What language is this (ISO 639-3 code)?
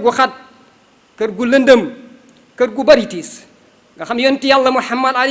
wol